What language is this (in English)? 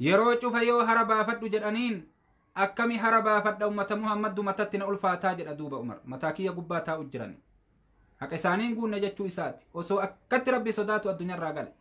Oromo